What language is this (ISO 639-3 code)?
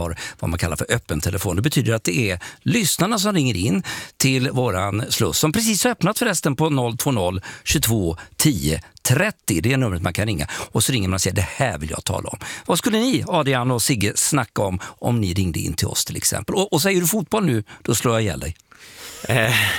swe